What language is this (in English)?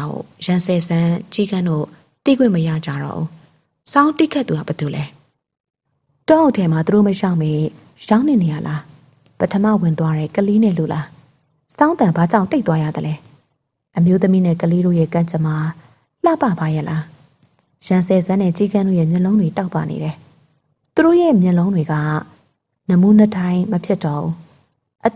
Burmese